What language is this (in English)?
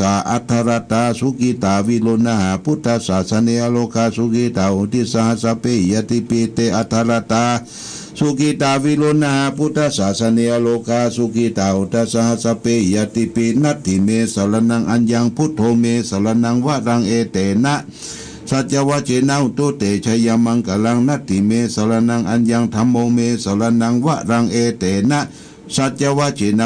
Pali